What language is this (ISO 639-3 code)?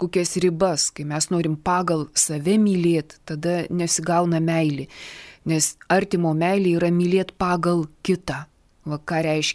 lit